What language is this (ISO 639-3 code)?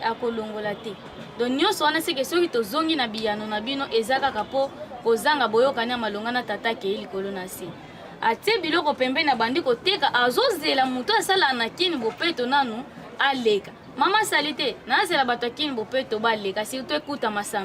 lin